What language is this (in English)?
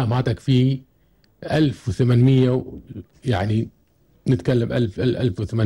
Gulf Arabic